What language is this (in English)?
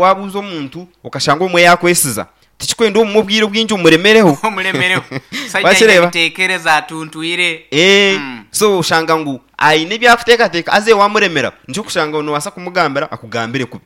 Nyankole